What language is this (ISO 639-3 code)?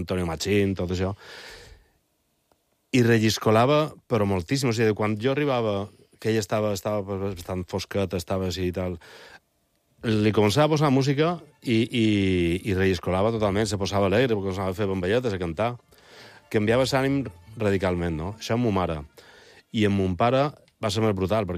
cat